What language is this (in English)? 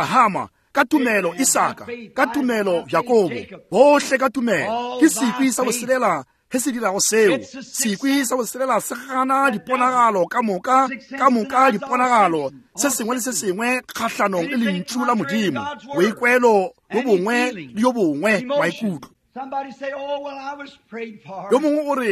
Northern Sotho